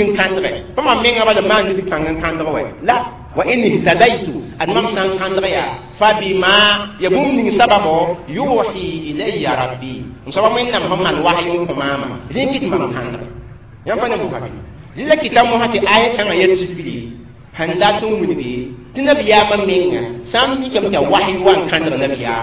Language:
Mossi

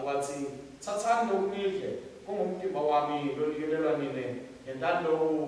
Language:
Swati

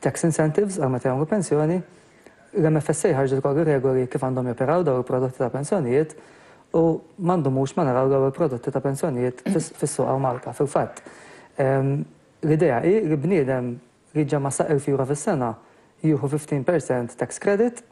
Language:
Maltese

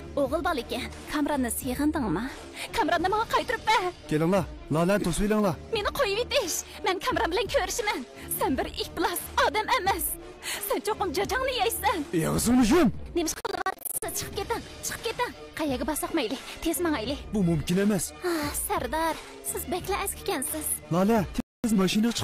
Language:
Uyghur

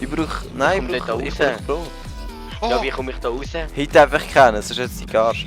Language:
Swiss German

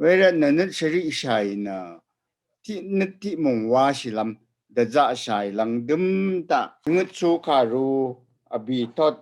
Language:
Rawang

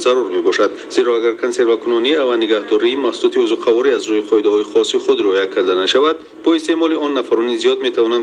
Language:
Tajik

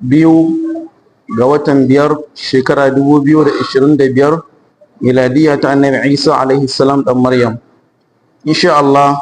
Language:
Hausa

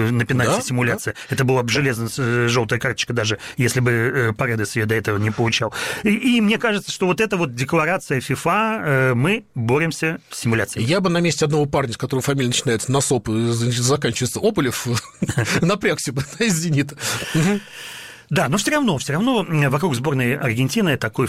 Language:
Russian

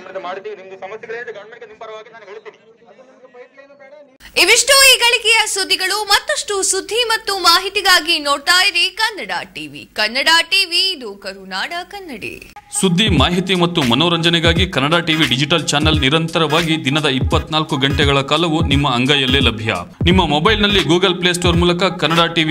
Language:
Kannada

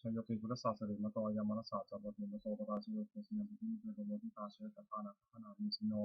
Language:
Pali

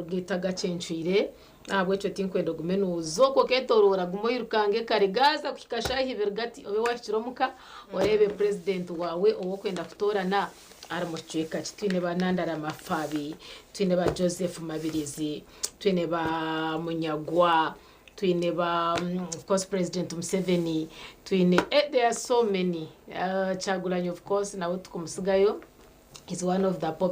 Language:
Nyankole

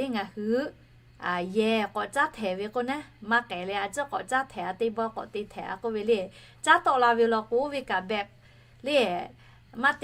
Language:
Lahu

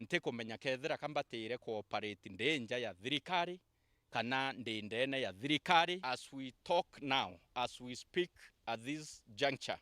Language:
Meru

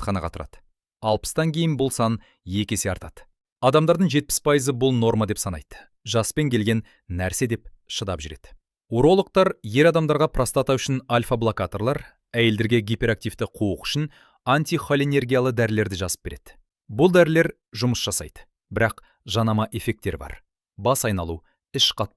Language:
Kazakh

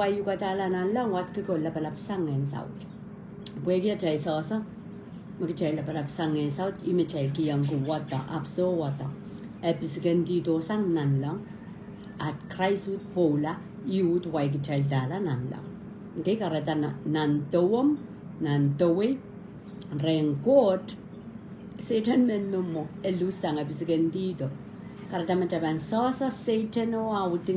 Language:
Pohnpeian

